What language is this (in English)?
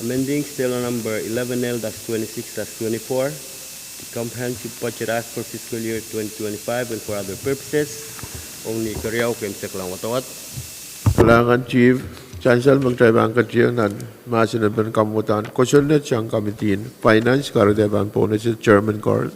Pohnpeian